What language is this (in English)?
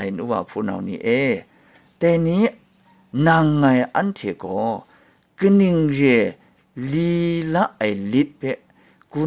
Kachin